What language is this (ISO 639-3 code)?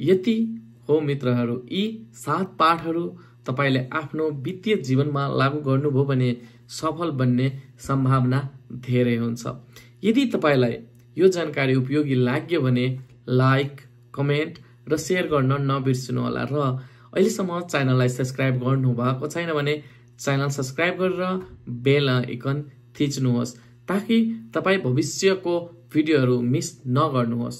nep